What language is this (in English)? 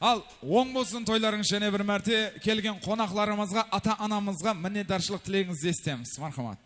Kara-Kalpak